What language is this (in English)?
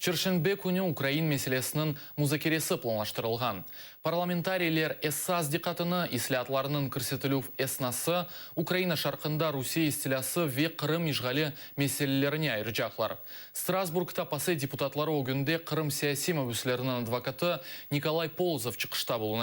Crimean Tatar